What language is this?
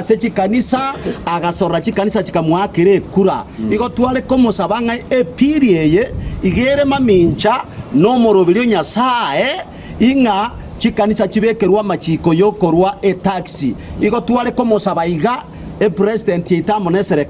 Gusii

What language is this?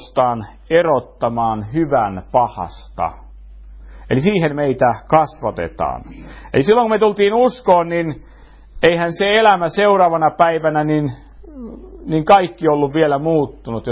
Finnish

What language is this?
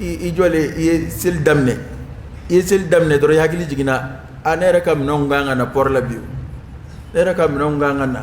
Dyula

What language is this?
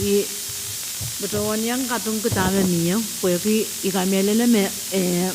Pohnpeian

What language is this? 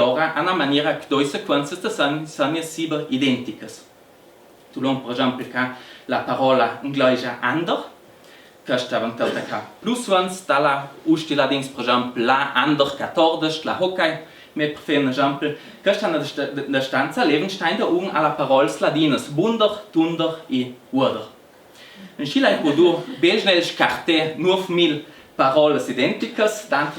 Ladin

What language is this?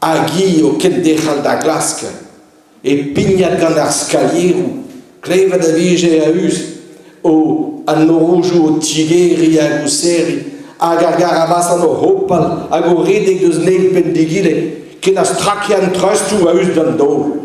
Breton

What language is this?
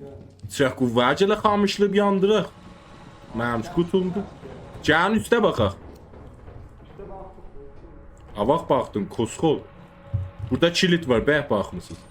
South Azerbaijani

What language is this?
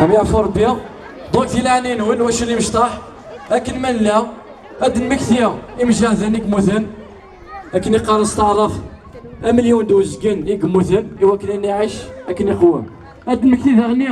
Kabyle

